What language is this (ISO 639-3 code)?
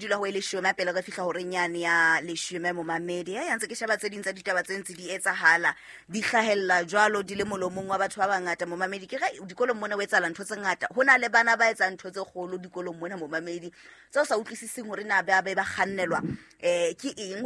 sot